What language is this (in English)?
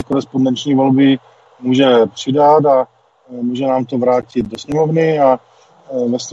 Czech